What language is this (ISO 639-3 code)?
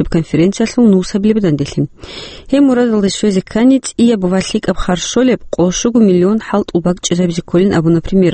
ava